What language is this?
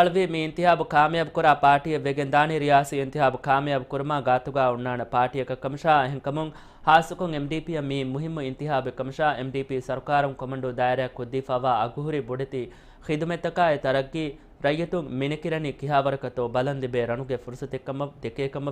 Divehi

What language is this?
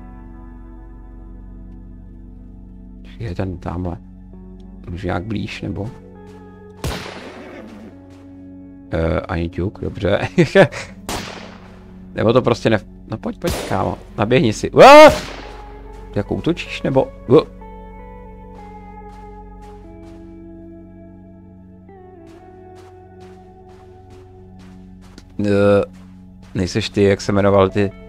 Czech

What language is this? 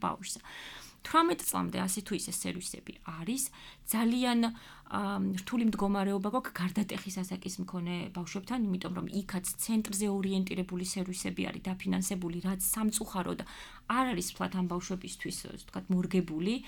Georgian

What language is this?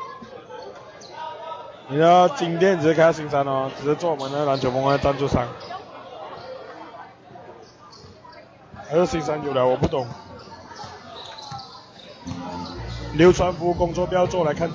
Chinese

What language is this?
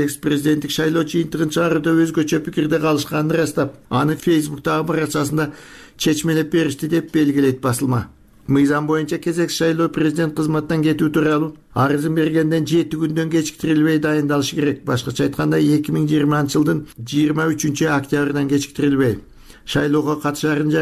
Kyrgyz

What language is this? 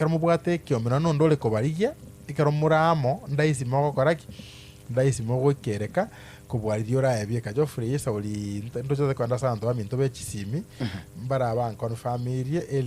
Gusii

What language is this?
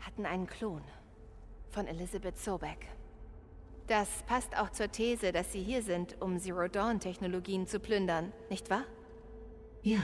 Bavarian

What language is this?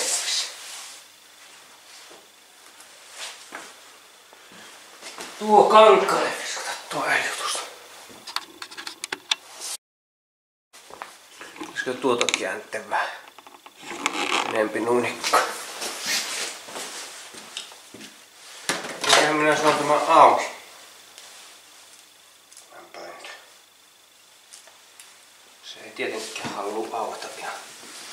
Finnish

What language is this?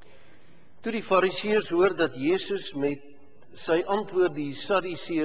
Afrikaans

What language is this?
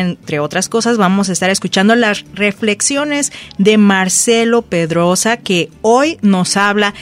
Spanish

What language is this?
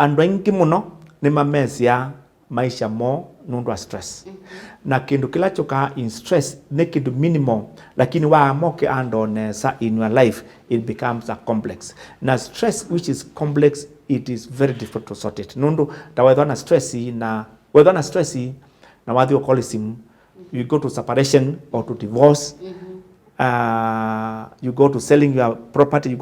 Kamba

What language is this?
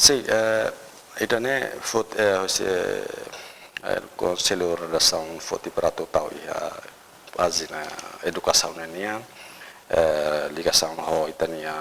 Tetum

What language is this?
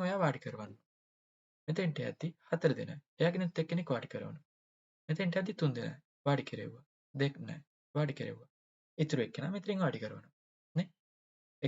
Sinhala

